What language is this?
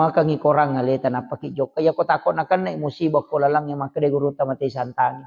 Buginese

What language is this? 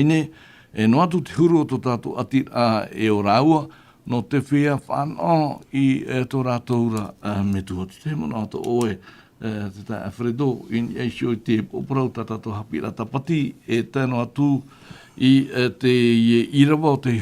Tahitian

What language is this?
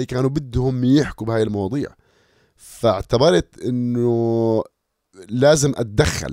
North Levantine Arabic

